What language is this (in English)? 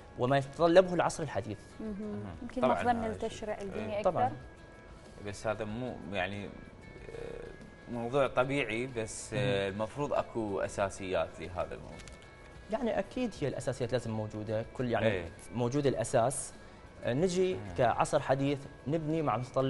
Mesopotamian Arabic